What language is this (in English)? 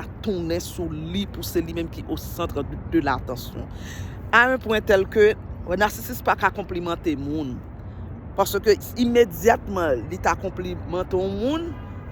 Haitian Creole